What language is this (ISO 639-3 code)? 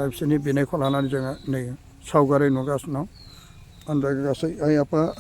brx